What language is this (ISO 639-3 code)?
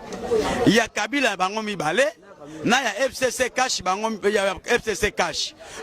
lin